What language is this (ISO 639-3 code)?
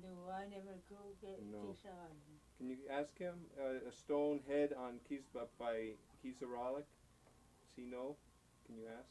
esu